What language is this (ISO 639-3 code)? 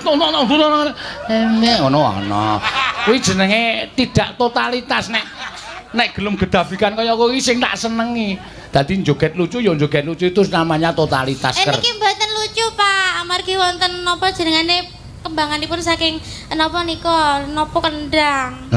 jav